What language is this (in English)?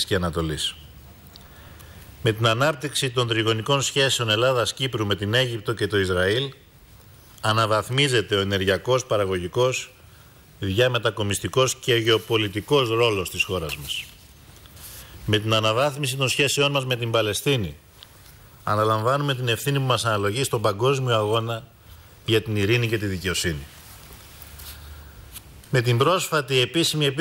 Greek